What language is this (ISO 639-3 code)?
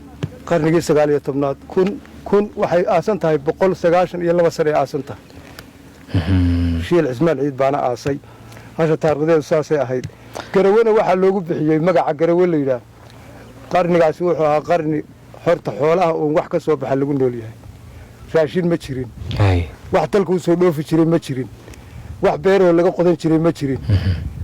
som